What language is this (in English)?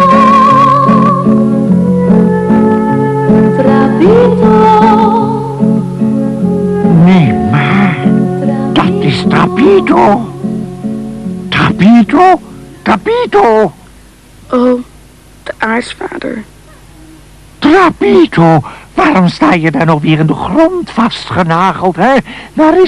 Dutch